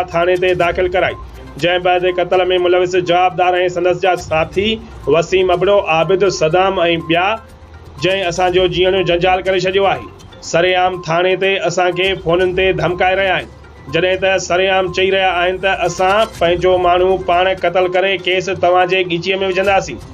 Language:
Sindhi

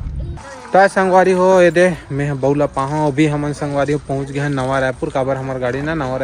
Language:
Chhattisgarhi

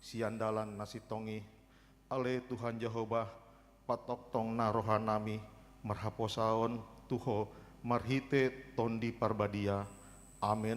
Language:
Batak Toba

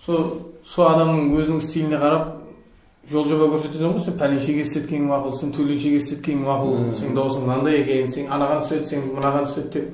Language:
Kara-Kalpak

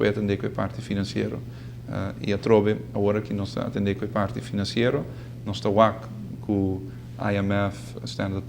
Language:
Papiamento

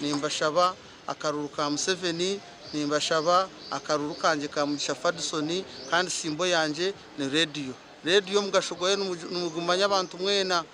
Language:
Nyankole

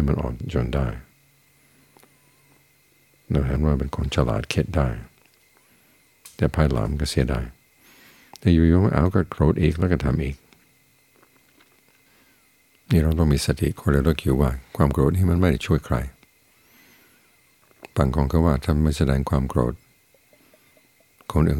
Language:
Thai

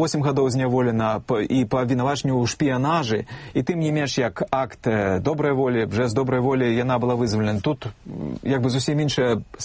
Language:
Belarusian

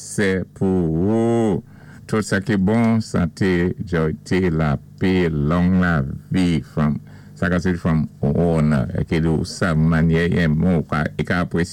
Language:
Saint Lucian Creole French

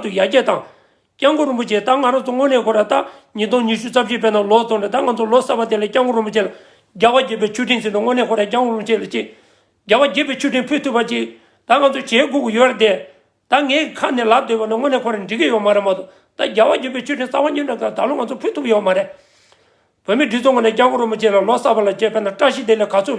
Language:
Tibetan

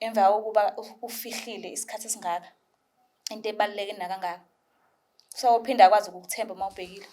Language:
Zulu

